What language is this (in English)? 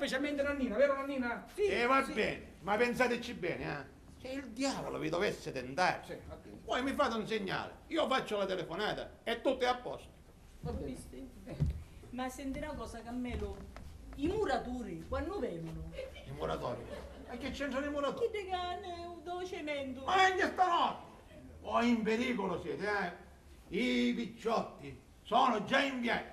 Sicilian